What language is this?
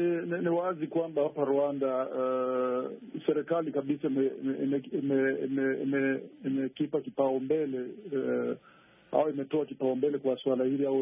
Swahili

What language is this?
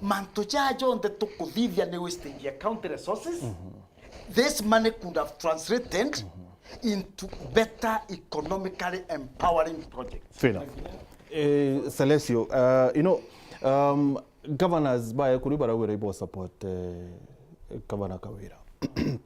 Meru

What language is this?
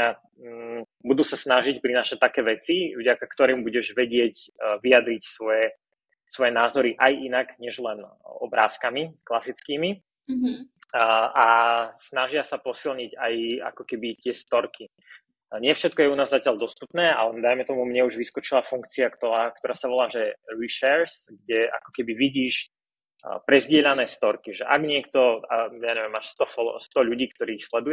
Slovak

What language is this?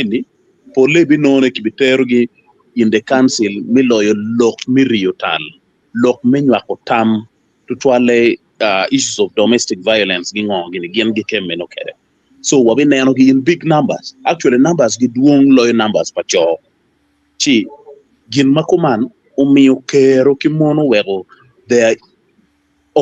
Acoli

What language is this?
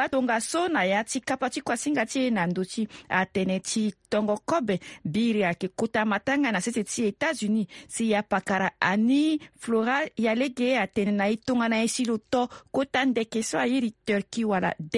Sango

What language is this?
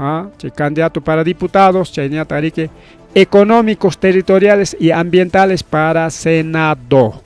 Ayacucho Quechua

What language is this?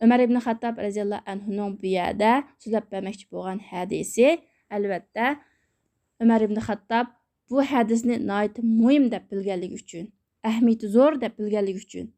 Uyghur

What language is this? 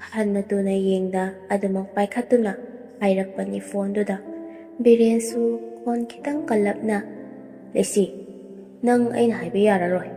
Manipuri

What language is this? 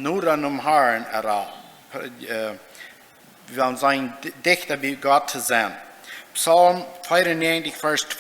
Plautdietsch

